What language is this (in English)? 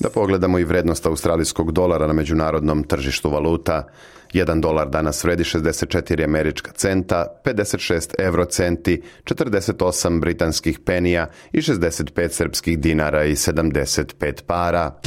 Serbian